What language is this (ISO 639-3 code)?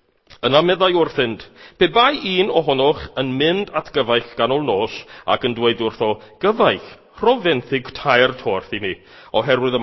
cym